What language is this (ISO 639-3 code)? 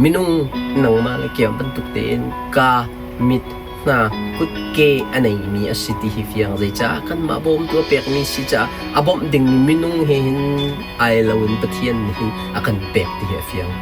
cnh